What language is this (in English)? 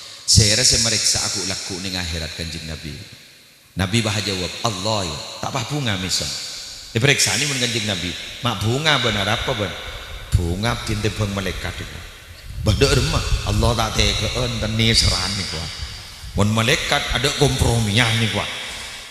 Madurese